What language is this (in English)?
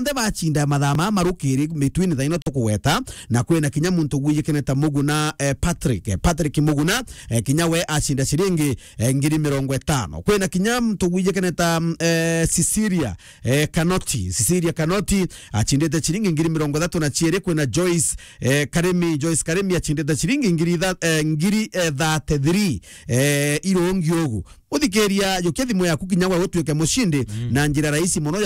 Meru